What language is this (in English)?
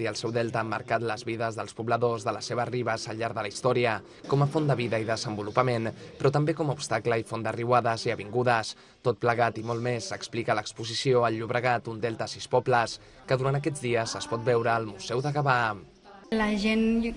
Catalan